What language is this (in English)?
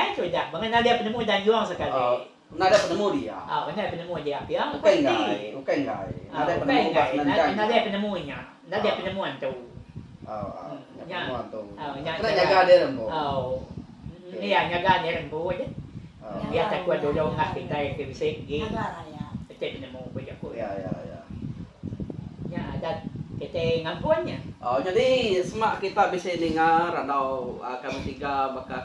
Iban